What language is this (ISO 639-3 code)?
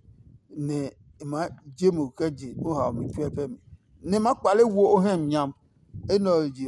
ada